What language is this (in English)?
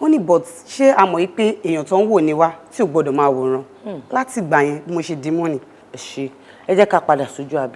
Yoruba